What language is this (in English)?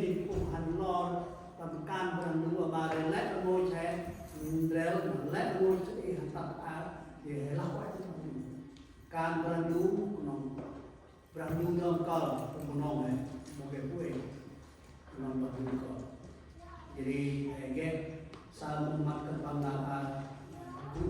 Central Mnong